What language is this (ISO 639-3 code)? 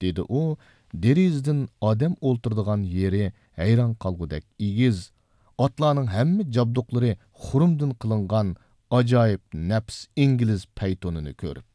uig